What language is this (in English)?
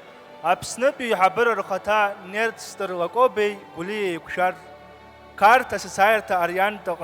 Abkhazian